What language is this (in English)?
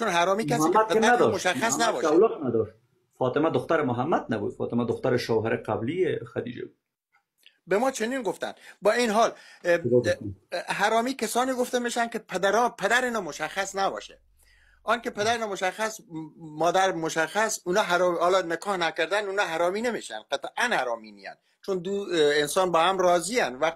Persian